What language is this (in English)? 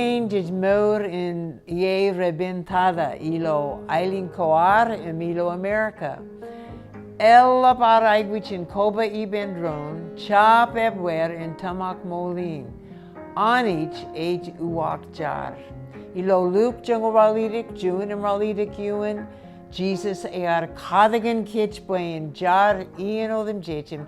Marshallese